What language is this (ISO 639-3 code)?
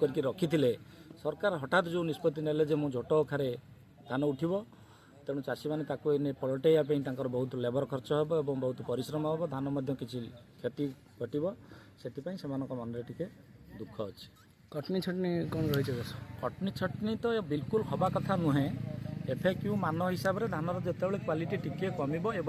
ori